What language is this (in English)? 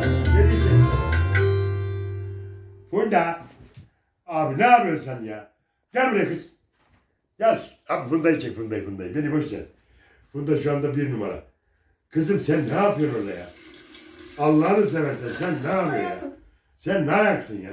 Turkish